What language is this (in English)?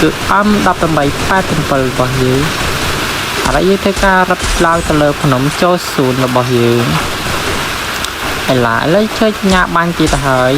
Khmer